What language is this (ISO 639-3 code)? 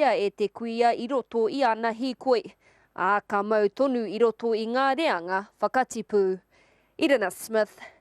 mri